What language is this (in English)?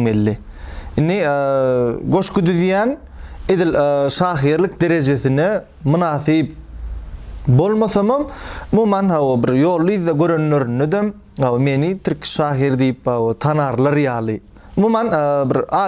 Turkmen